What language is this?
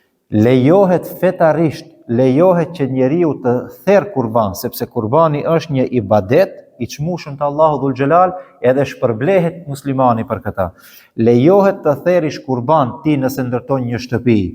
Albanian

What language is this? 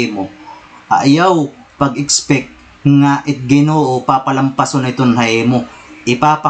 Waray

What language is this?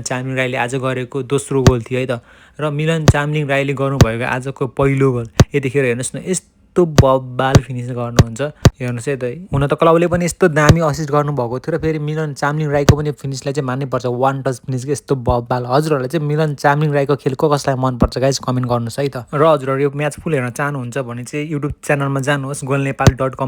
Nepali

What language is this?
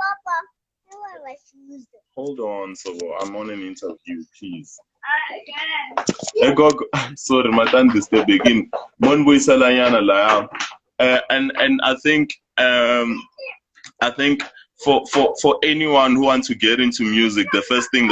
Tsonga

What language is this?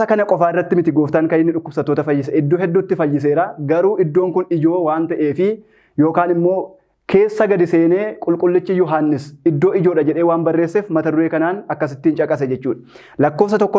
Oromo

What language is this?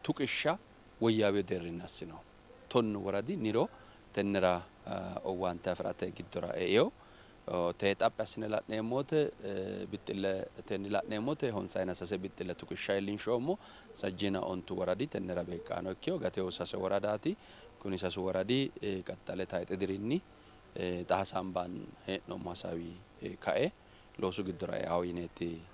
Sidamo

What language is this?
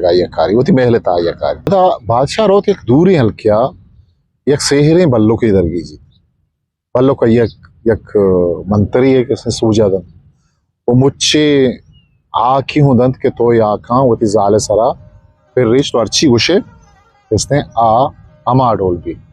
Eastern Balochi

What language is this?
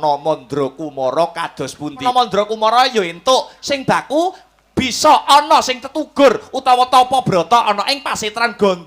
Javanese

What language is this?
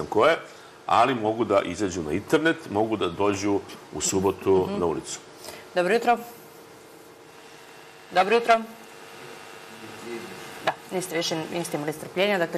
Serbian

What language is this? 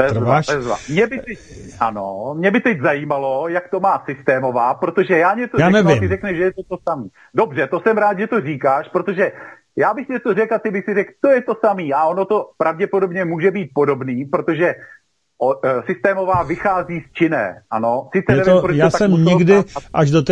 Czech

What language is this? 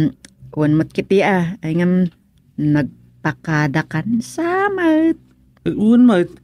Iloko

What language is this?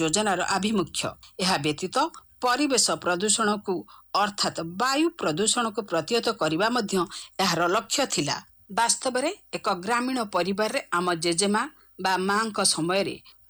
Odia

